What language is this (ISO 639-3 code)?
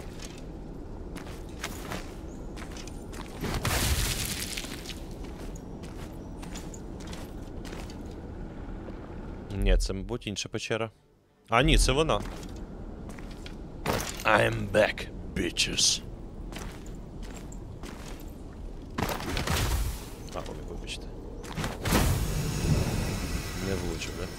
ukr